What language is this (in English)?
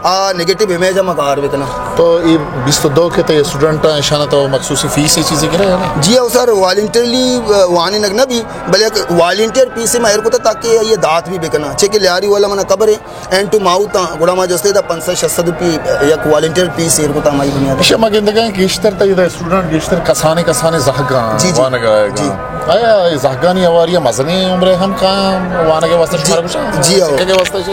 Baluchi